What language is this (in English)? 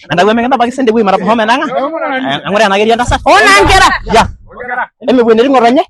Masai